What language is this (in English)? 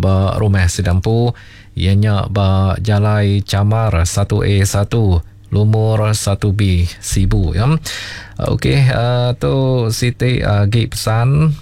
Iban